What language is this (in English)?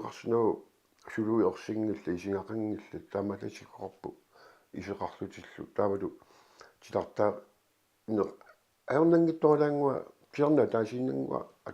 Kalaallisut